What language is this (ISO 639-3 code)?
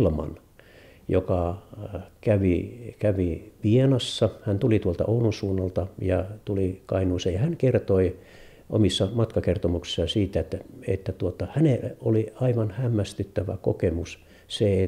fin